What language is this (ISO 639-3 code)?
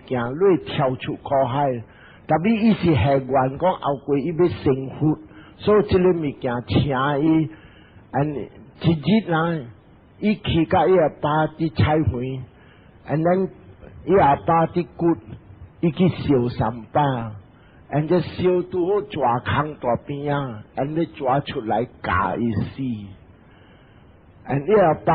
nan